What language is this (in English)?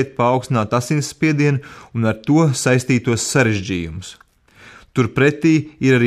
Latvian